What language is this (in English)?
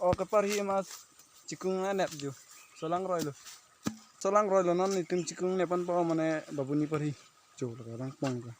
Karbi